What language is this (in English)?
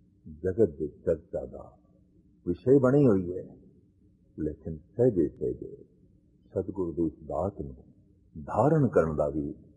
Punjabi